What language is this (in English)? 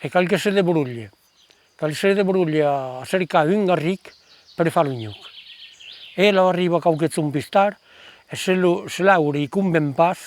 Occitan